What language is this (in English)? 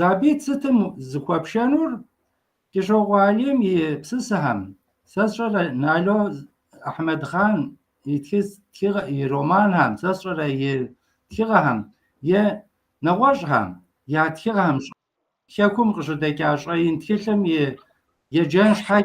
Kabardian